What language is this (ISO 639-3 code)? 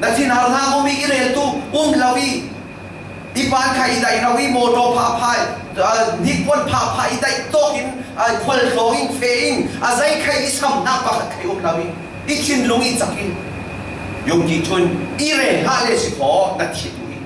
cfm